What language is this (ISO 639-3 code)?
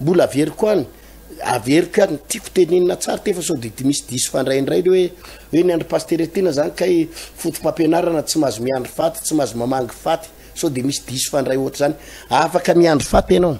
mlg